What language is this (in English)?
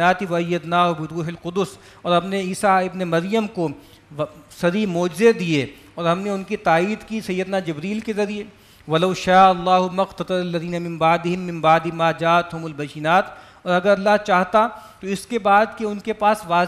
Urdu